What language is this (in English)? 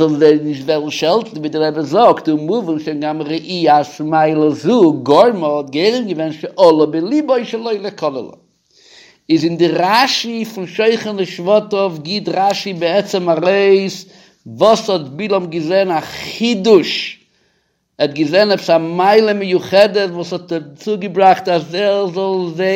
Yiddish